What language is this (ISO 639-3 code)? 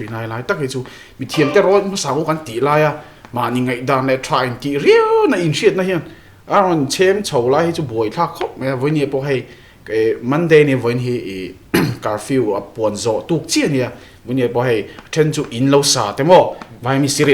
lus